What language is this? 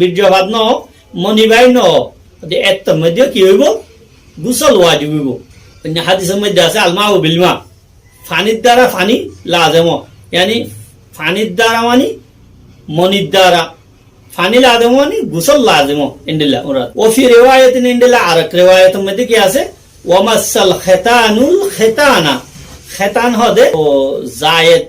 Rohingya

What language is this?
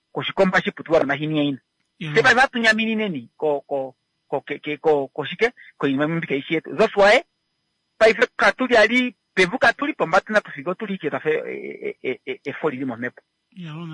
Kuanyama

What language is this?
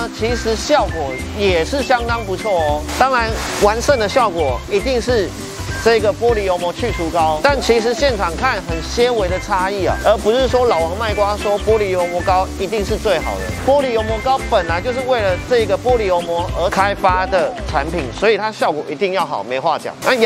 Chinese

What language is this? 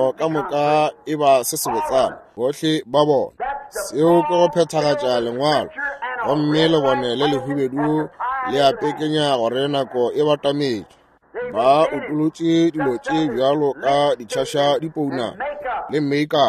Northern Sotho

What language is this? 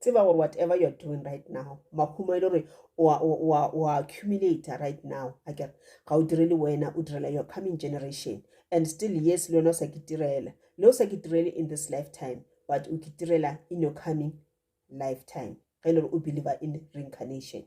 Northern Sotho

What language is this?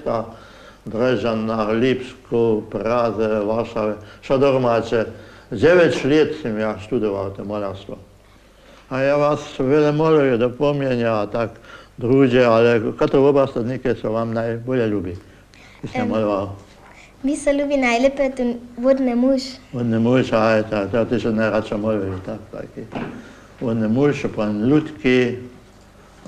Upper Sorbian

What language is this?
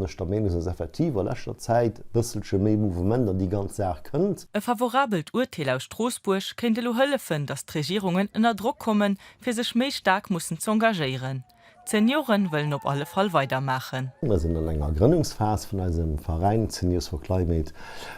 Luxembourgish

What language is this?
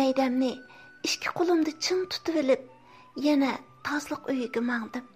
Uyghur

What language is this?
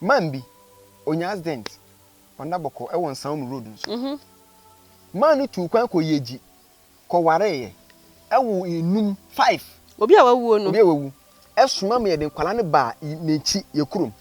Akan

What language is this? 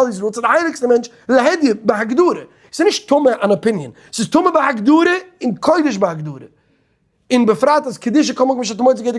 Yiddish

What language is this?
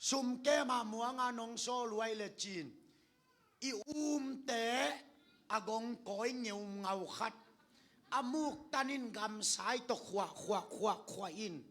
Tedim Chin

